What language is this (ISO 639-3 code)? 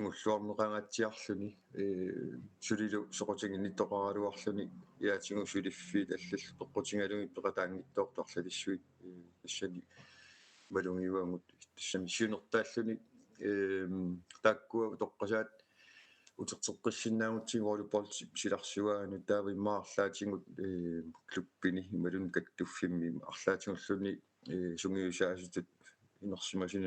kal